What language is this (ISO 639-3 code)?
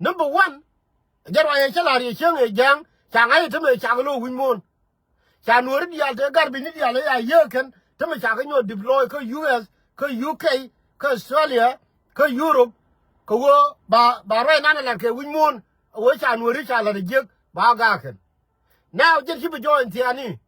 nus